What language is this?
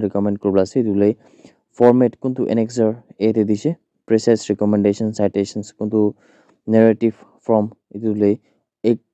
Naga Pidgin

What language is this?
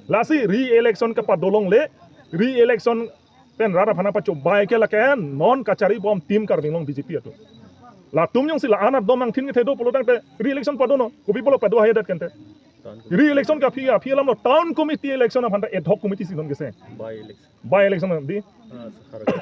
Karbi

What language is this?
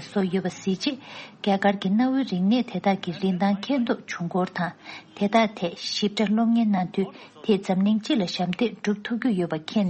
Tibetan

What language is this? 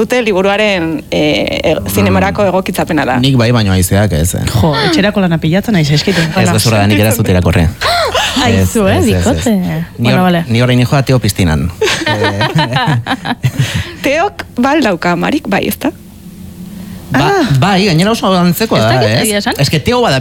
Basque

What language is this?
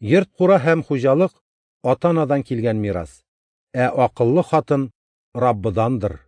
Tatar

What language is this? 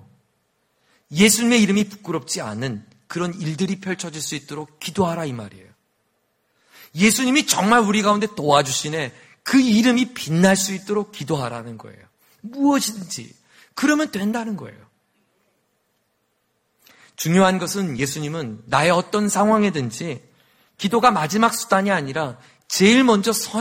Korean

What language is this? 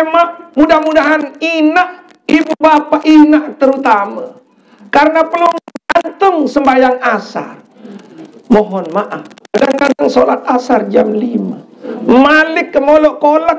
Sasak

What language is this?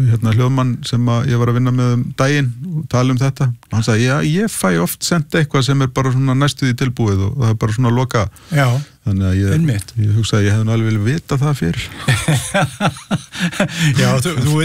Icelandic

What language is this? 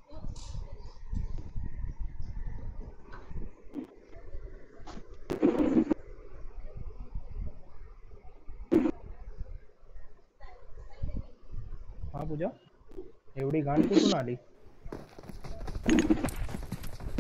Hindi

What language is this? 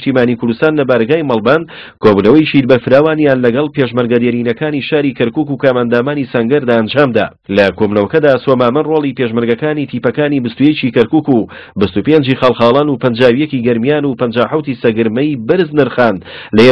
Central Kurdish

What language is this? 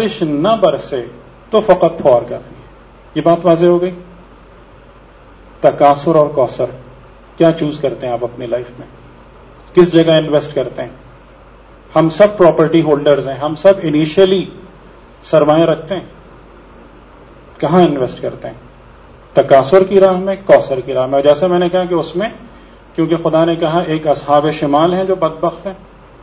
Urdu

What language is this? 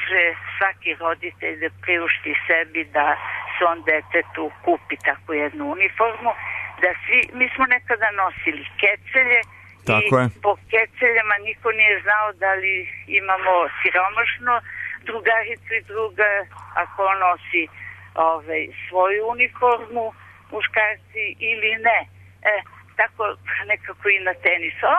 Serbian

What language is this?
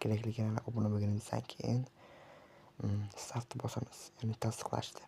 Uzbek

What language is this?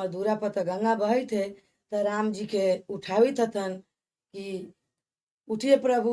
Bhojpuri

